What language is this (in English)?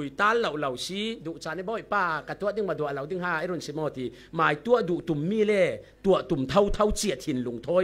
Falam Chin